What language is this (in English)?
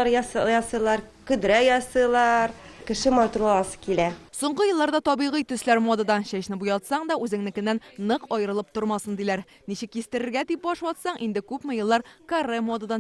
Tatar